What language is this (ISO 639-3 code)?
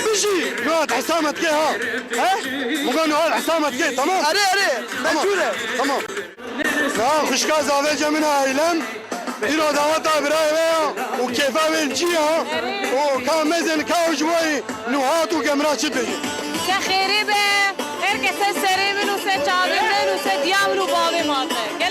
kur